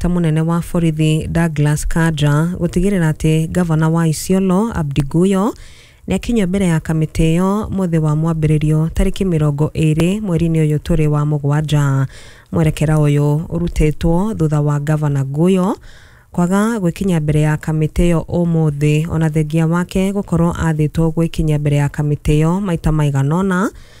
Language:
Kikuyu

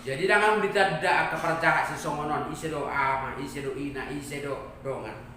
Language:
Batak Toba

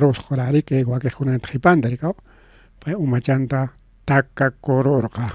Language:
Ayacucho Quechua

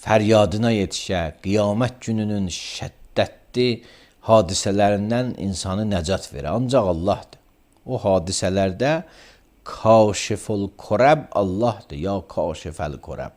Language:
Azerbaijani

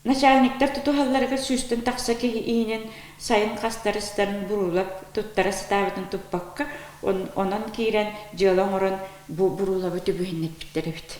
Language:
Yakut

